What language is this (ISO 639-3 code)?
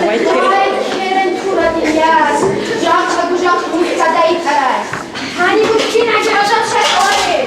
ava